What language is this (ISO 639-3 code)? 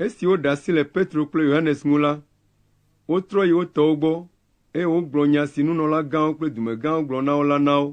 ewe